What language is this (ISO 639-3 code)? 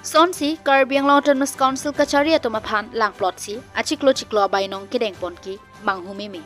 mjw